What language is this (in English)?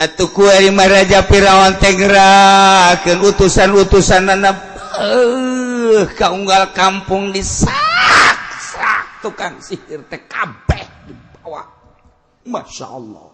Sundanese